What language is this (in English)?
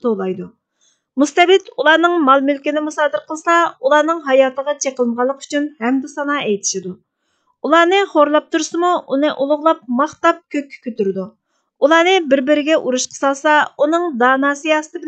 Uyghur